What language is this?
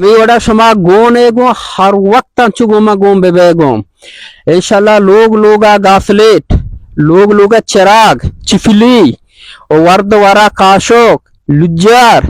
Baluchi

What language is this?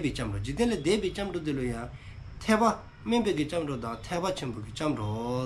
Dzongkha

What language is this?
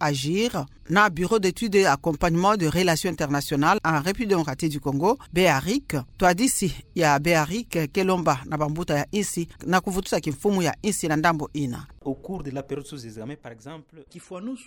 Kituba (Democratic Republic of Congo)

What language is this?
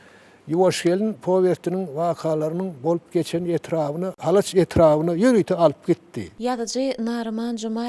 Turkmen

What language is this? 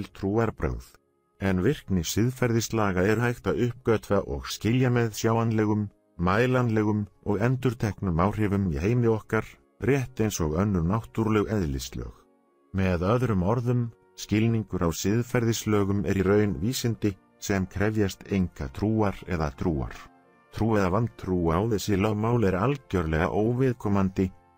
Icelandic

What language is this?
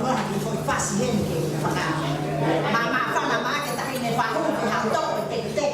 Tongan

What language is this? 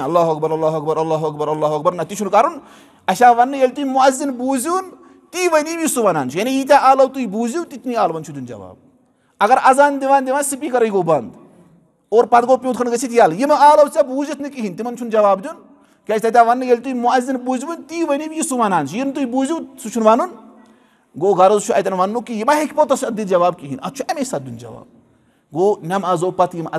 Kashmiri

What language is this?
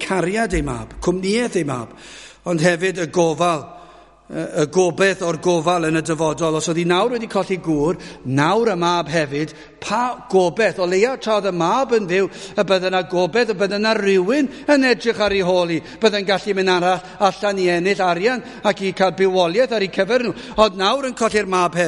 Welsh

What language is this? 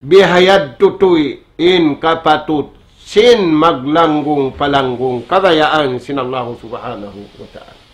Tausug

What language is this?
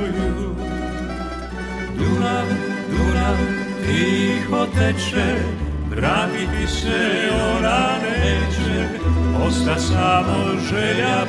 Serbian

